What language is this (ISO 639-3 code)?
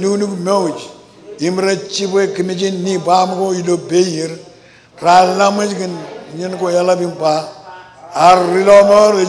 mah